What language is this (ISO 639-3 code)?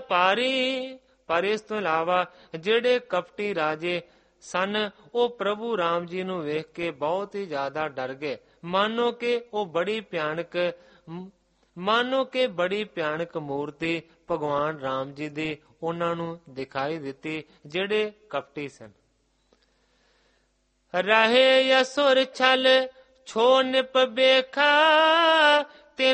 pan